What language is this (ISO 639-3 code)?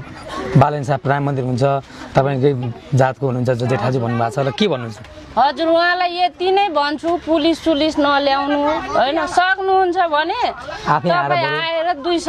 nep